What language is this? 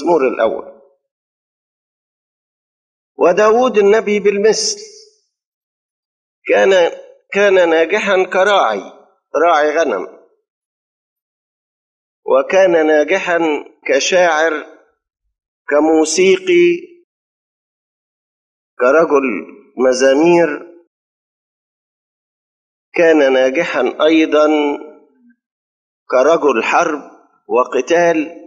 Egyptian Arabic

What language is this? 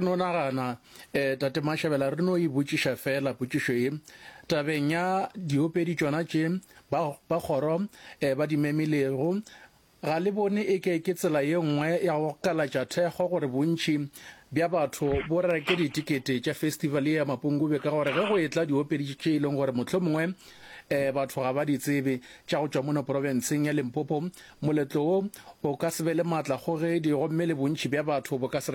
Northern Sotho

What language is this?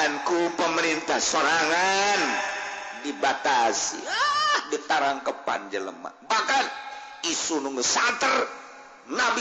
Sundanese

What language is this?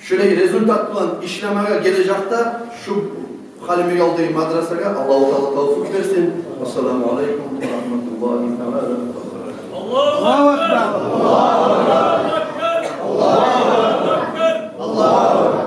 Kumyk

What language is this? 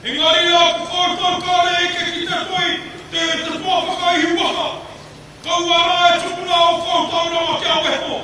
Māori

